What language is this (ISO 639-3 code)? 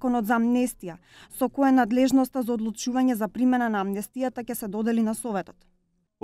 mkd